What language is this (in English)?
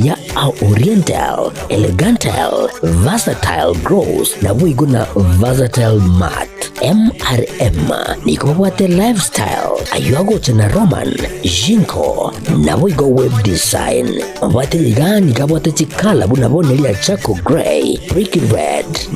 Gusii